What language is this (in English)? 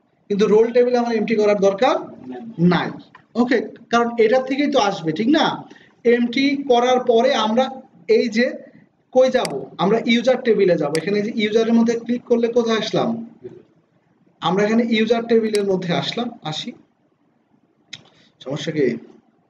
Bangla